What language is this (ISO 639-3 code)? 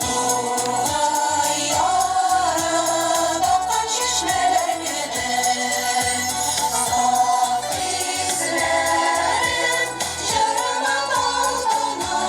tat